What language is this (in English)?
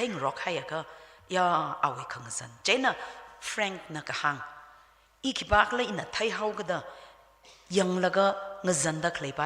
Tangkhul Naga (India)